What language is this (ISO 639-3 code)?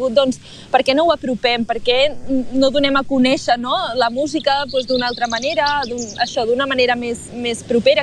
cat